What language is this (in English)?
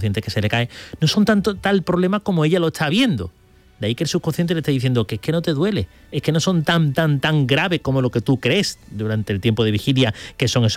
Spanish